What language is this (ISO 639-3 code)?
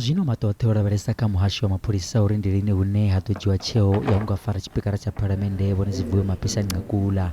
ven